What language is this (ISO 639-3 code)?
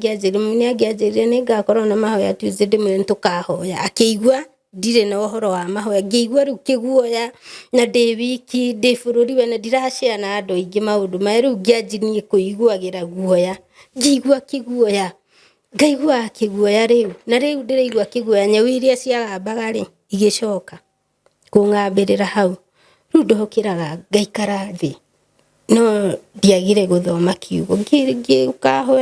kik